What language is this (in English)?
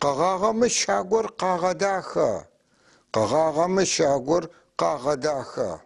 North Levantine Arabic